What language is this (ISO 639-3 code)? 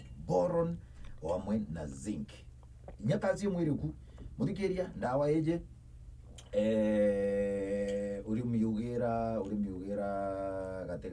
mer